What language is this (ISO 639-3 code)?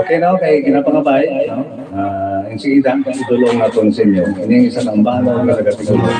hil